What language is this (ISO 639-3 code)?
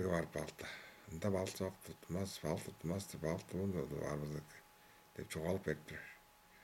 tyv